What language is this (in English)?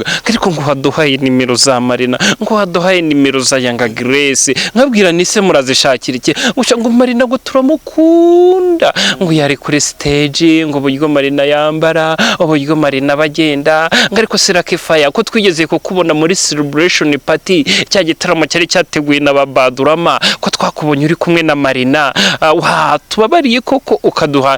Kinyarwanda